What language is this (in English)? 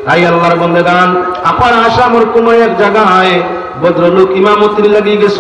Sylheti